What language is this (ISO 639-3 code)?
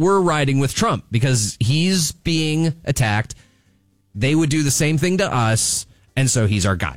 eng